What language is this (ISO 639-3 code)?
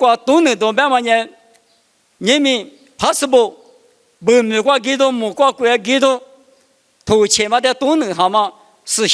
lis